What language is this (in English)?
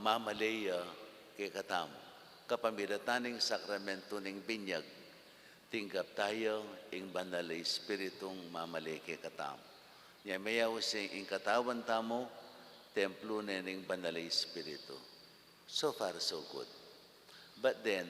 Pampanga